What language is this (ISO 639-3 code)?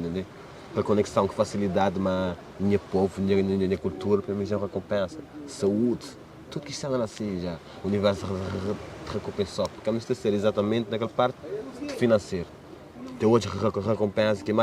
kea